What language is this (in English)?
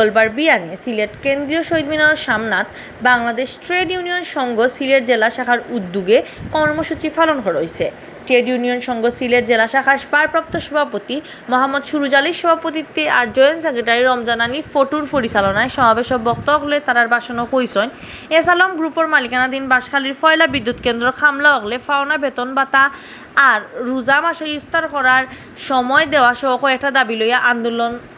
Sylheti